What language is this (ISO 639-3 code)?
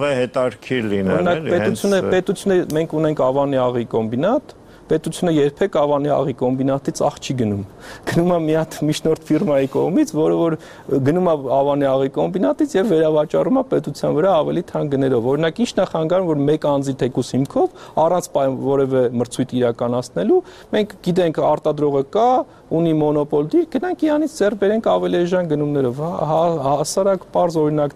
hye